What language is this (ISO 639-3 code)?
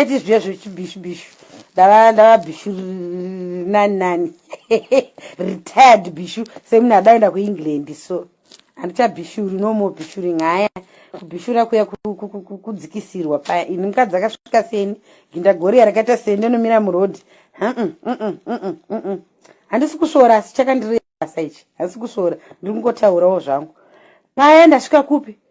sna